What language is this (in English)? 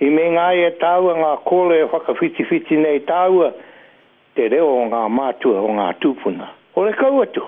Māori